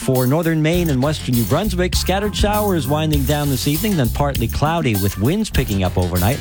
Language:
English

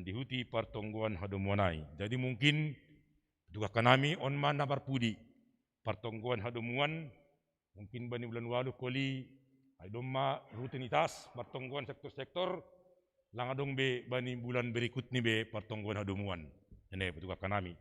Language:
Batak Simalungun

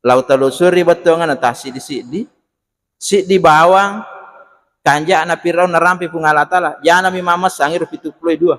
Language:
Buginese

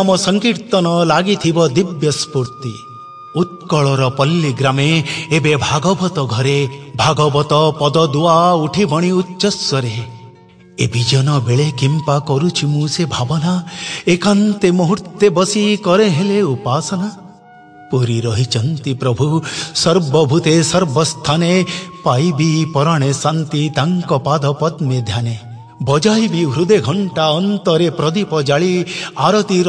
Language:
Odia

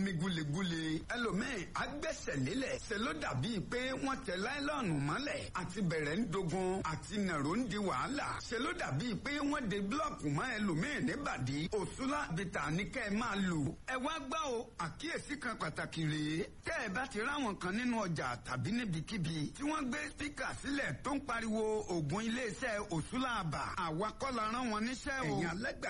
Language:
Yoruba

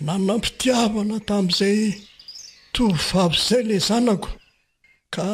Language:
Malagasy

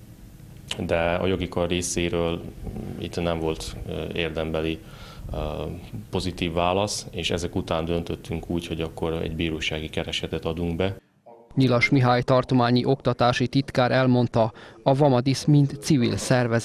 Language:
Hungarian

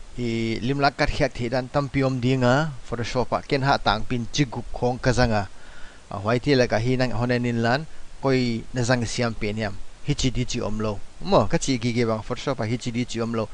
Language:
Paite Chin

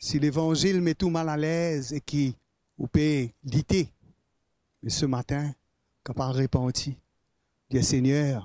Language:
Morisyen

